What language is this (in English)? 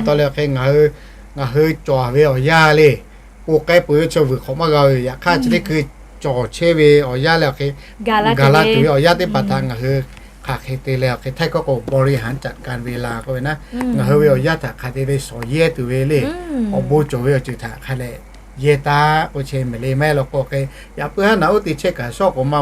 Lahu